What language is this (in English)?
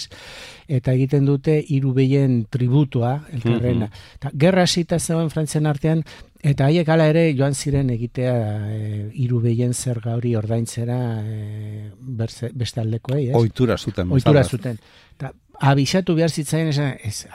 Basque